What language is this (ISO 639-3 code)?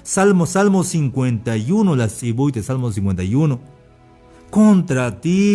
tzh